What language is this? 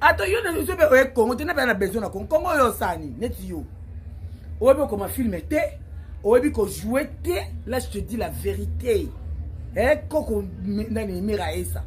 Lingala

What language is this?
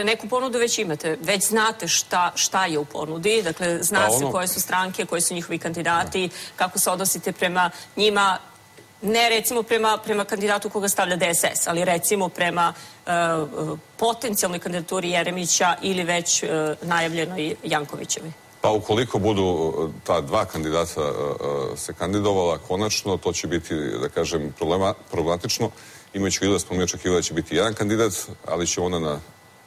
Serbian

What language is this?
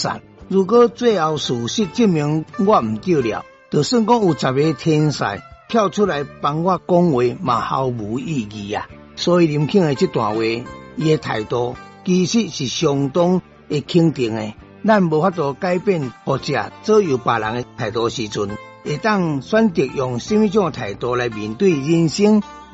Min Nan Chinese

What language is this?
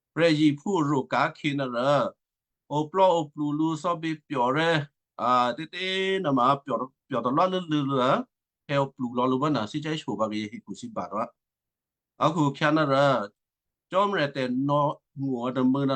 Western Kayah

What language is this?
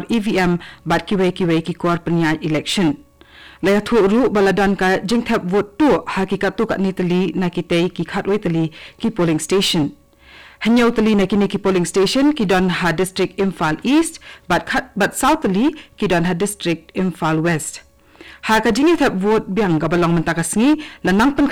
Khasi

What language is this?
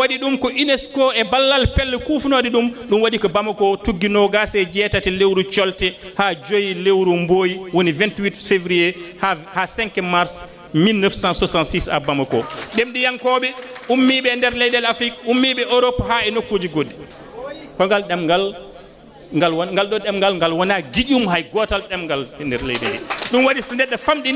Fula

